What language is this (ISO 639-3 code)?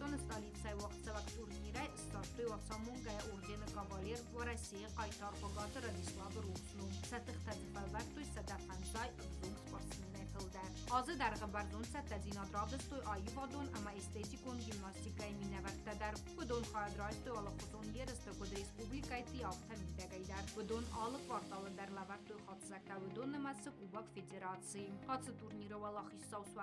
oss